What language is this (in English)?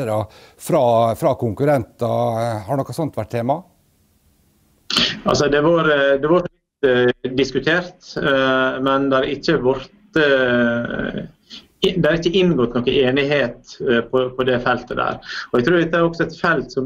Norwegian